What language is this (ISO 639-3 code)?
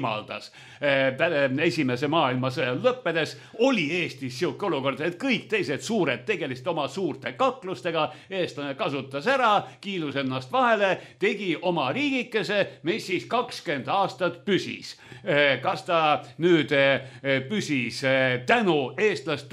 est